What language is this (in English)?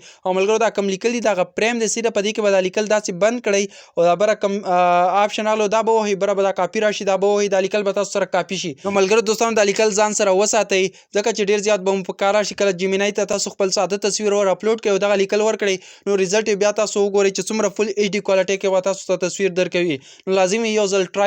Pashto